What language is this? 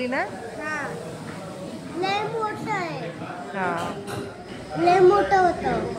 Marathi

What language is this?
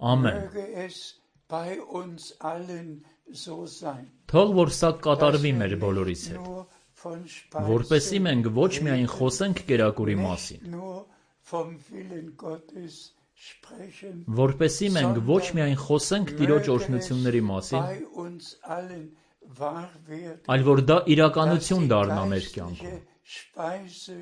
Armenian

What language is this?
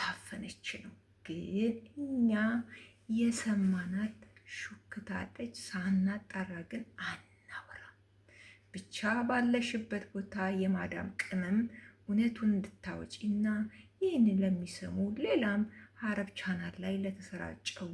Amharic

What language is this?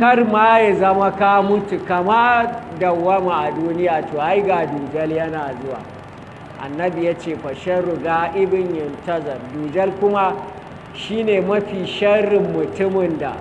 Hausa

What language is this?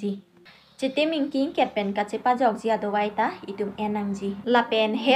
Karbi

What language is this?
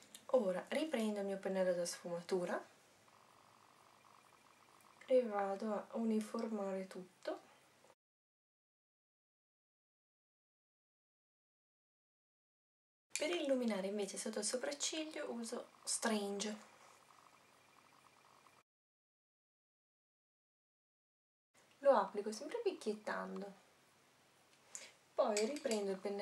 Italian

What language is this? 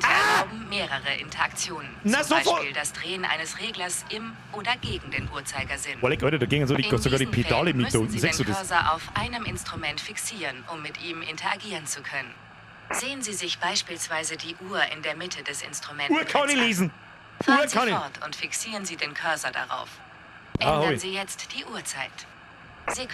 Bavarian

